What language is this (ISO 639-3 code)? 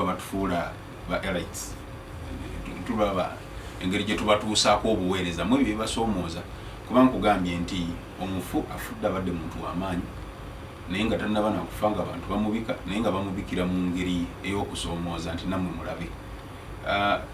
lug